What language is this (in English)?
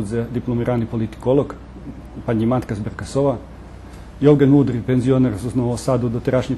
Rusyn